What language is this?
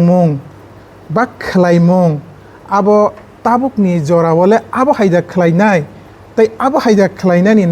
Kok Borok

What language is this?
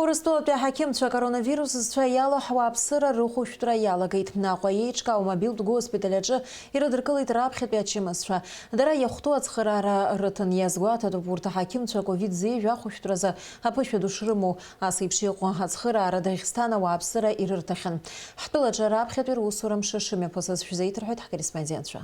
Abkhazian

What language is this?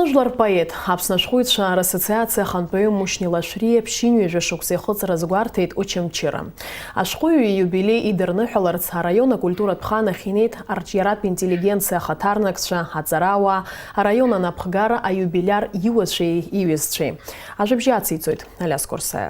Abkhazian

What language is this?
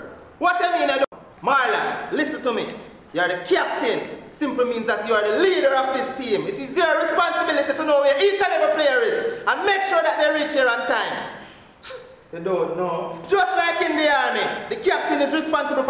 Jamaican Creole English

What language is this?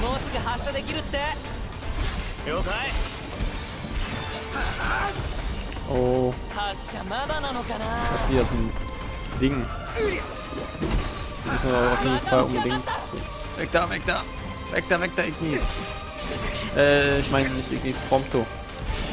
German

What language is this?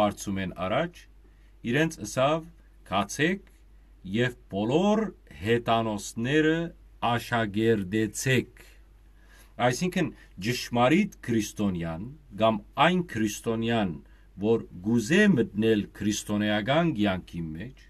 Western Armenian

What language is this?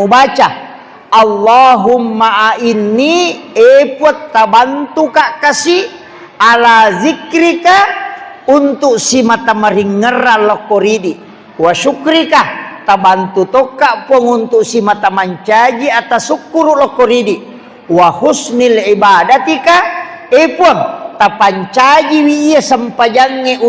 Buginese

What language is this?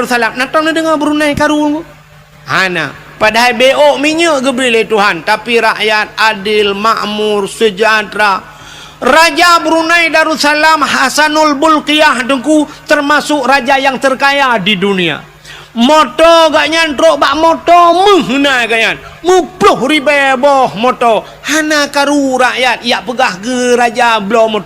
Achinese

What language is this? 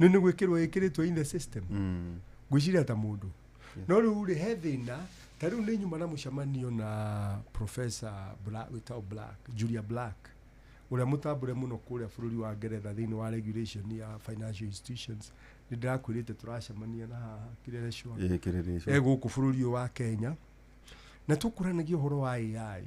Kikuyu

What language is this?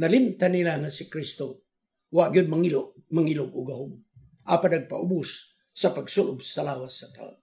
Cebuano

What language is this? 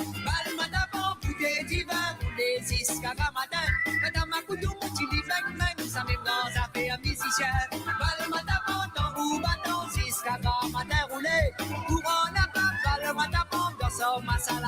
Morisyen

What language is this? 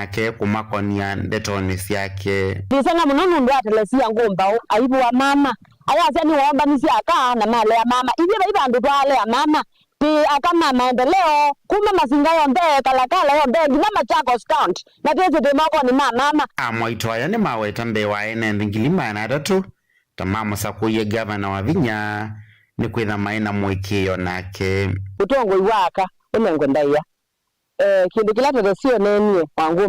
Kamba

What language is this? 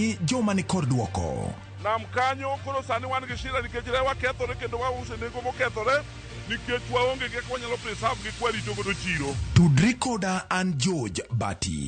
Luo (Kenya and Tanzania)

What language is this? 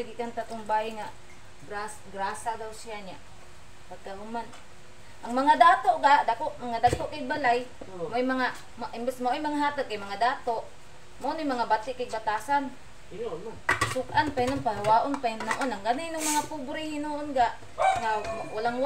Cebuano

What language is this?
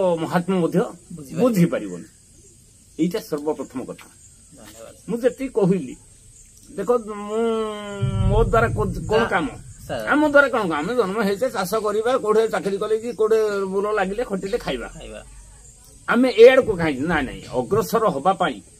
Odia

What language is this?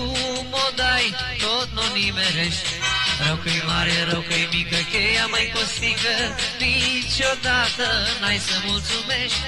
Romanian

